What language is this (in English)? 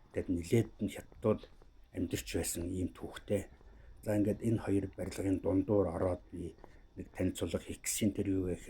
Mongolian